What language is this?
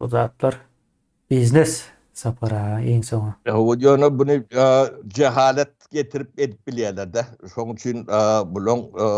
Turkmen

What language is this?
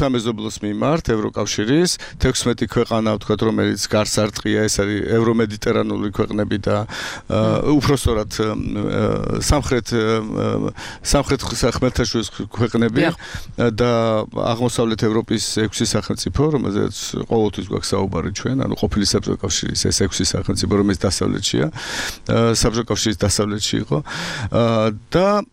Georgian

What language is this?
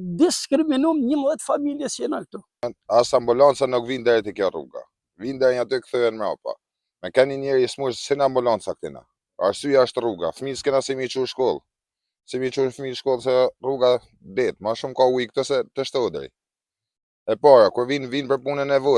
Albanian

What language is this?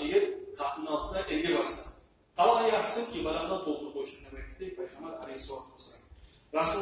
Kumyk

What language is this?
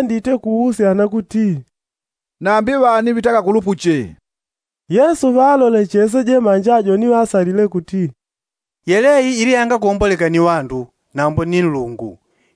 Yao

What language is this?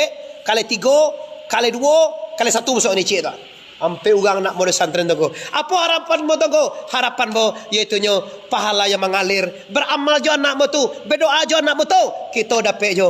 Minangkabau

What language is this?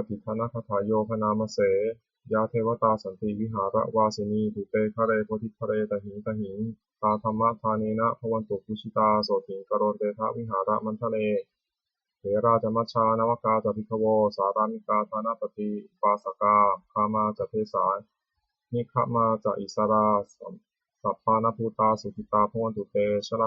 Pali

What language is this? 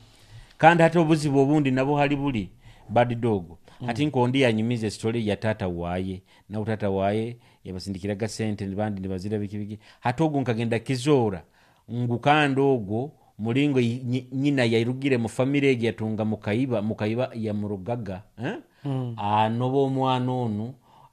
Nyoro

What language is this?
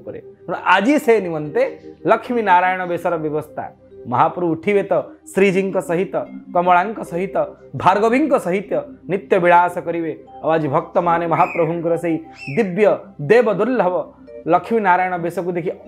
Odia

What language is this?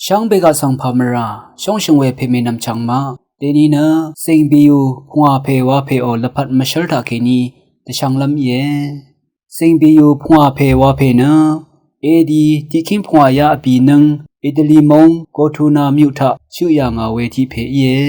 Rawang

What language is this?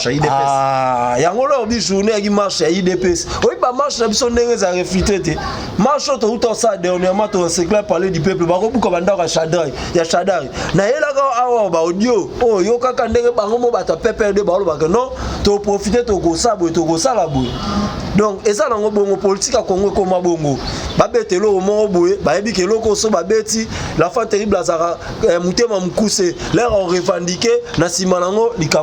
Lingala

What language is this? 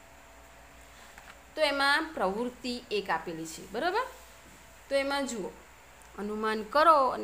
Gujarati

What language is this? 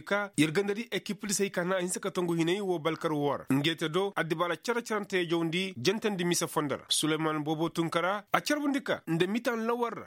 Koyraboro Senni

